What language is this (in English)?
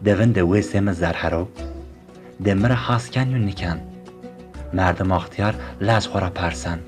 Zaza